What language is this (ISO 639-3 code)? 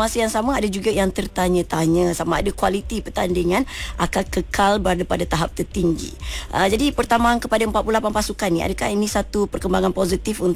msa